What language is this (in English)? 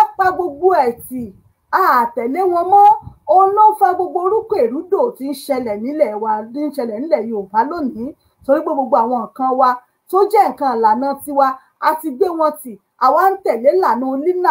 Yoruba